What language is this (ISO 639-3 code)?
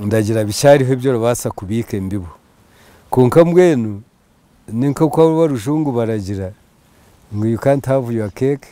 nyn